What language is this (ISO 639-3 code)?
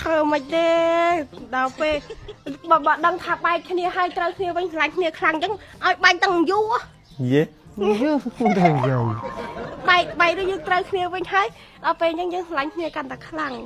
khm